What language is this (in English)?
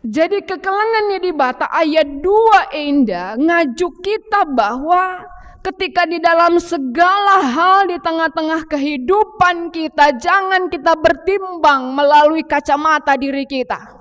Batak Karo